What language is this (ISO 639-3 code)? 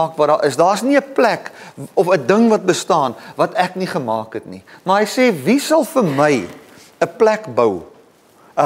afr